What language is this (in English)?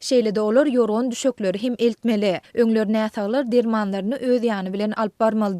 Turkmen